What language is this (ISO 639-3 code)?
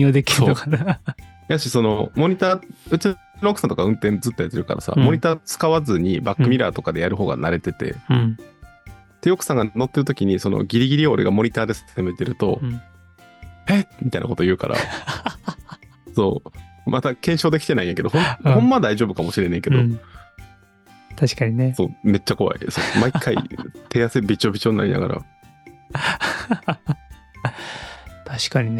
jpn